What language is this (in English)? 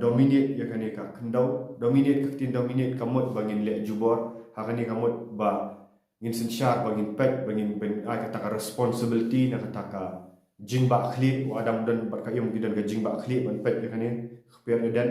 Khasi